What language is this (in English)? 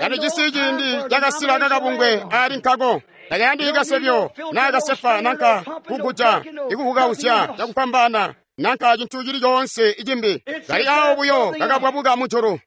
Tonga (Zambia)